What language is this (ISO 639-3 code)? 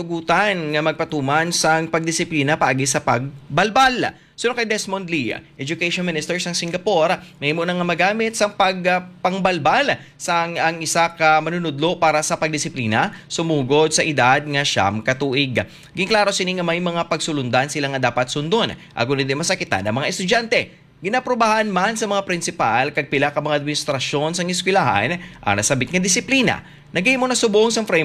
hil